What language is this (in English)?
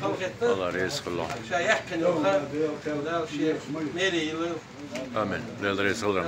Chechen